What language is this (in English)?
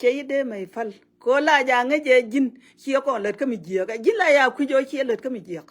Nuer